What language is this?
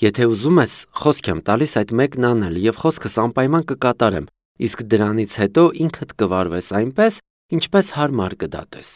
Armenian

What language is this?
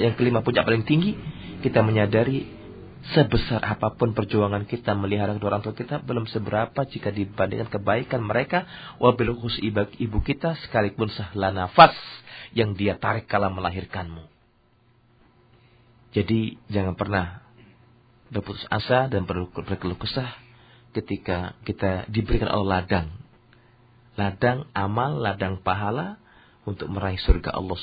Indonesian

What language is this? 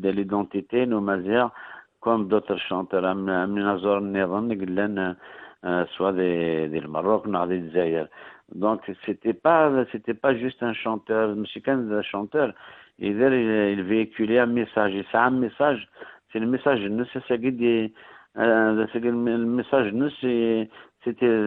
Kabyle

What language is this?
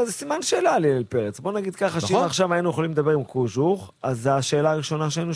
Hebrew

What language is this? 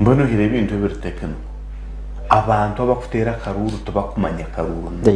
Nyankole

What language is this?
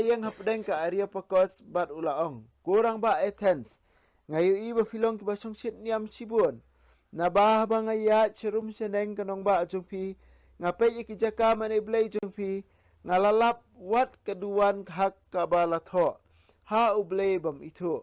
Khasi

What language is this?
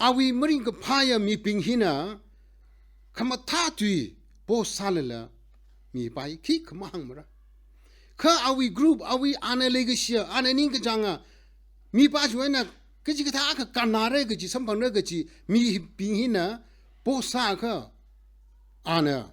Tangkhul Naga (India)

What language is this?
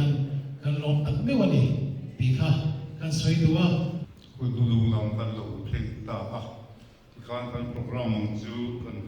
Mizo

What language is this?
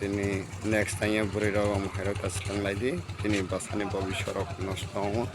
Kok Borok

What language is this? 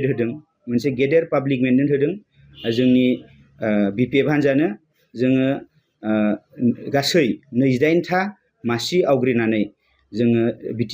Bodo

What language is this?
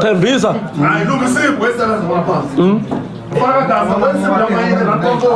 Tsonga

